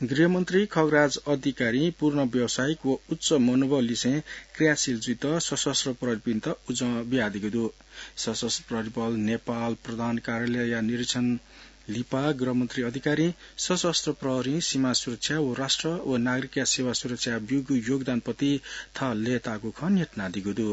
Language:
Newari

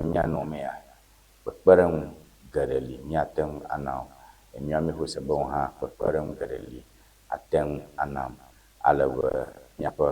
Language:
Ewe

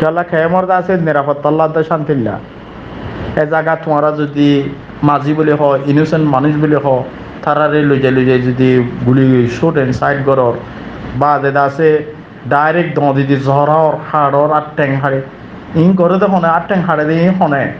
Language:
Rohingya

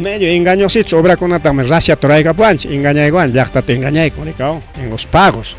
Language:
Ayacucho Quechua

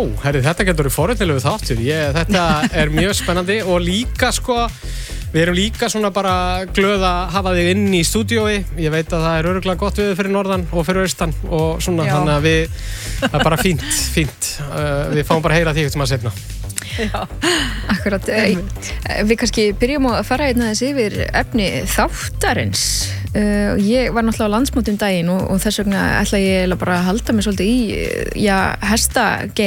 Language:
Icelandic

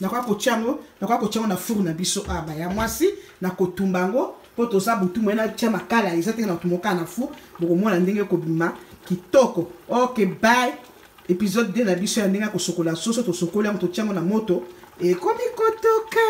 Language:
Lingala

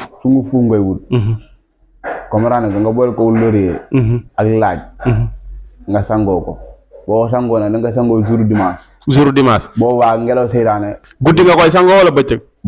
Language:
Wolof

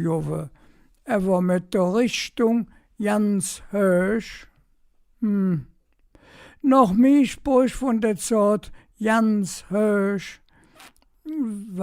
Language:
Colognian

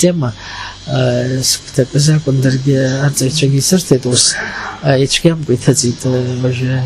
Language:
Abkhazian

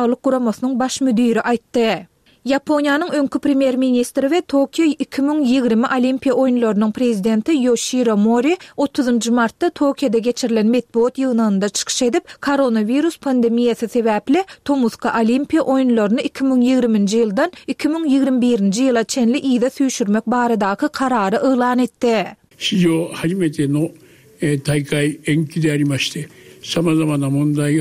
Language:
Turkmen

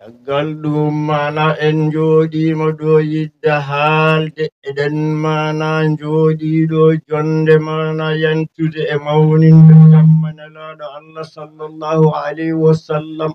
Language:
Fula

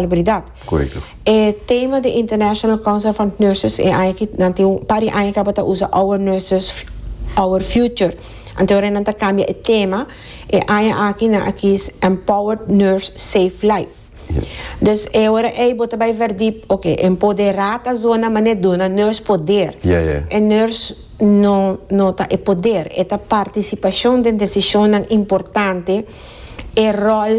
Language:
Papiamento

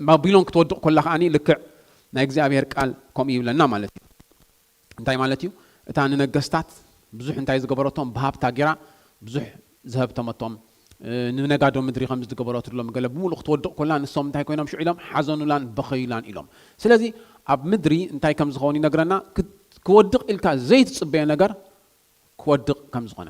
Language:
Tigrinya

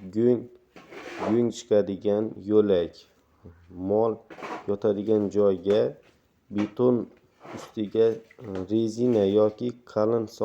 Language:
Uzbek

